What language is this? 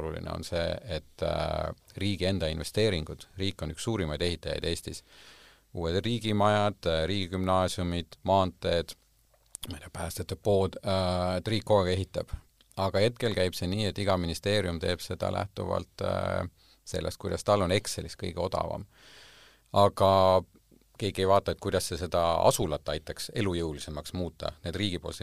Estonian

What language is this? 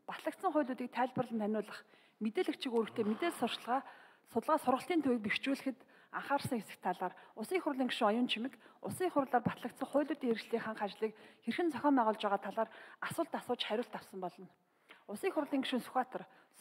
Mongolian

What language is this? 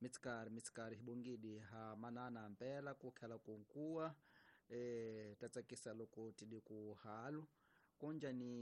Tsonga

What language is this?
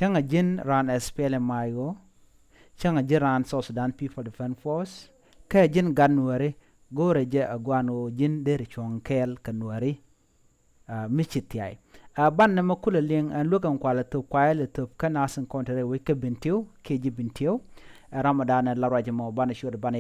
Nuer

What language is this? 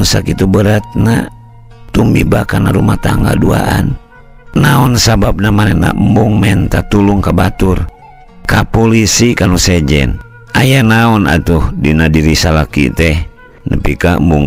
Sundanese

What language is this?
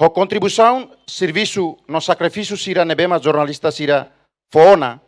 Tetum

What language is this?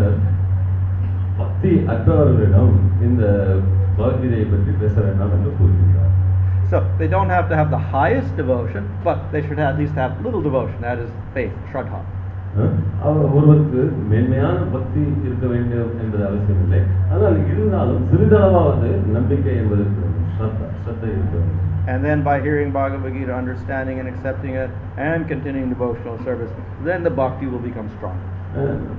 Tamil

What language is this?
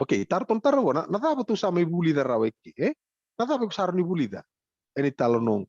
Fijian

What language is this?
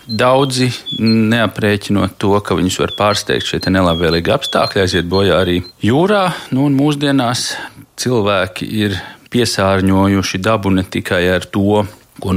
Latvian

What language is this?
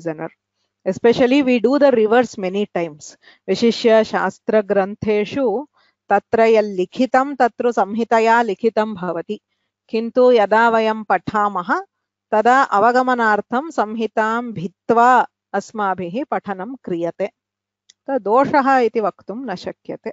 Sanskrit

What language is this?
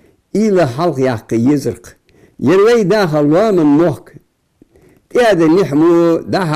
Ingush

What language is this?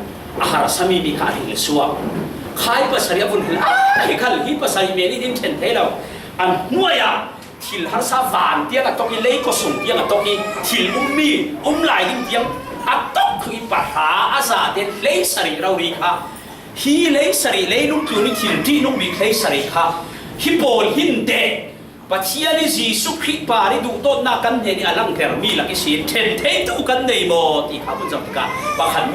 Falam Chin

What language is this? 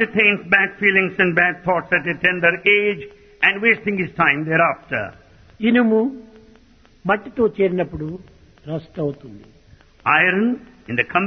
Telugu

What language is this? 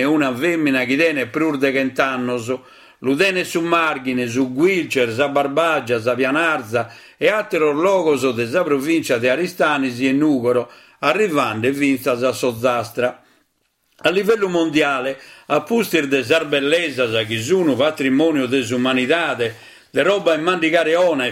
Sardinian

